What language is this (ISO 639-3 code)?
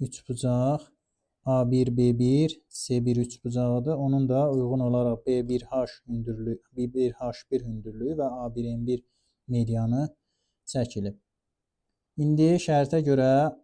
aze